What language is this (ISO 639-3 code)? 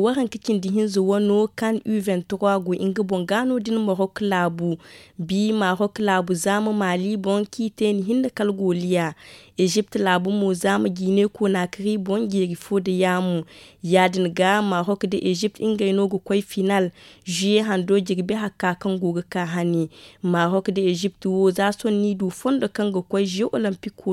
dje